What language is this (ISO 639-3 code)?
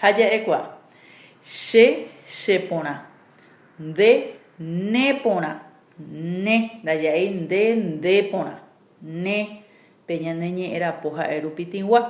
grn